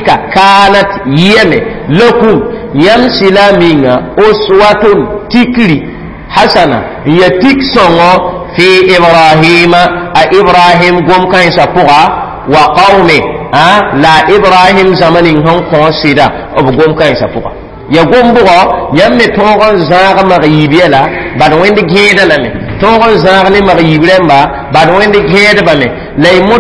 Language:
Mossi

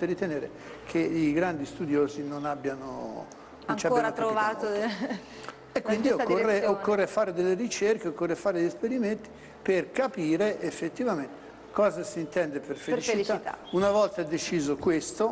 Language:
Italian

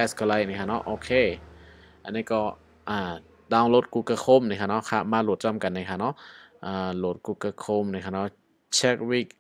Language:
Shan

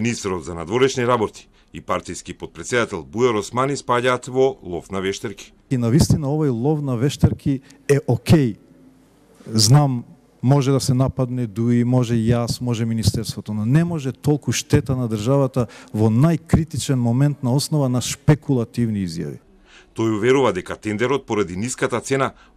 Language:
Macedonian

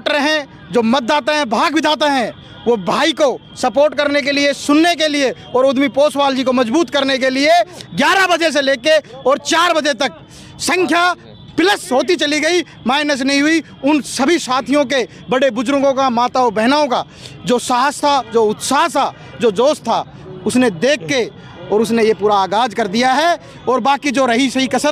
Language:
Hindi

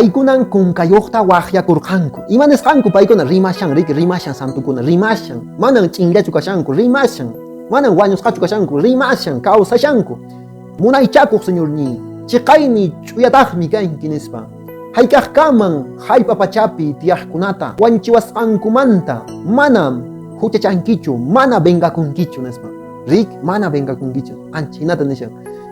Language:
Quechua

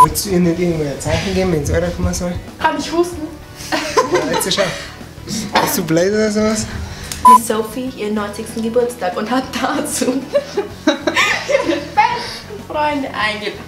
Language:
Bavarian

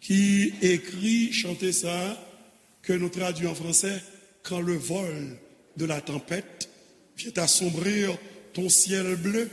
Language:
Haitian Creole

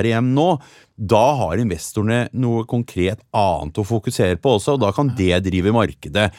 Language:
Norwegian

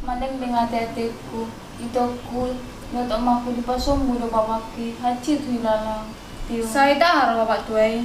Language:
Batak Toba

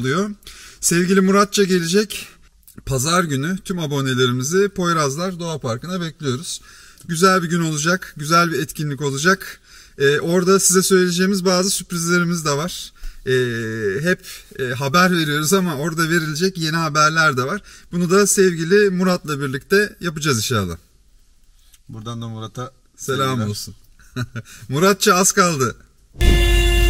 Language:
Turkish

